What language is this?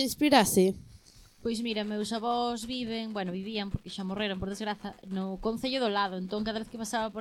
Galician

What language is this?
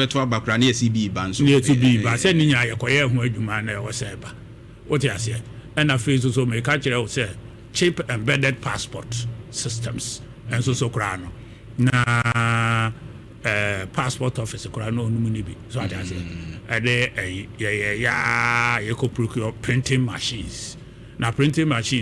Akan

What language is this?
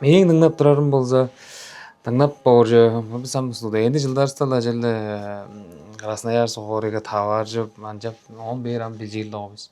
Tuvinian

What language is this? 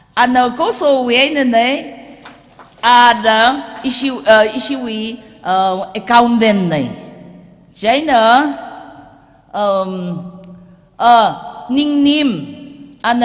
Tangkhul Naga (India)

